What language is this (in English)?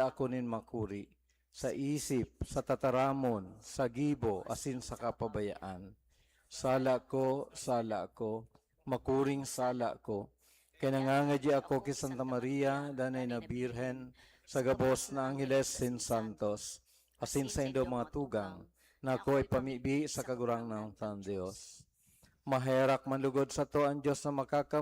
Bikol